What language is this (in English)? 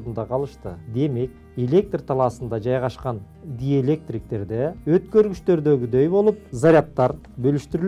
Kyrgyz